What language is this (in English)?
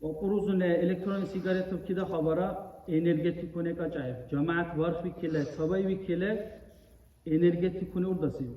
Dargwa